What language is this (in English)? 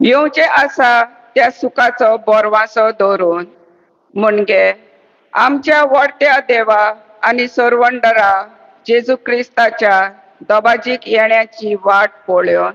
Konkani